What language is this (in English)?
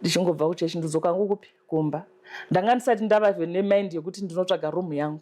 Shona